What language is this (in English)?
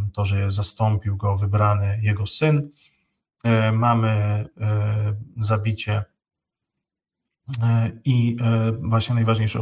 Polish